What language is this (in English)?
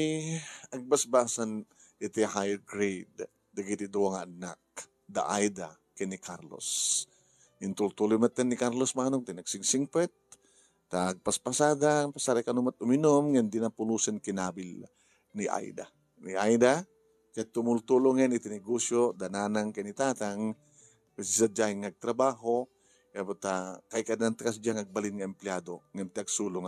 Iloko